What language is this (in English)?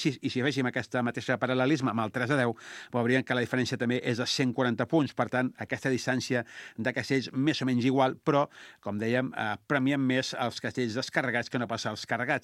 Catalan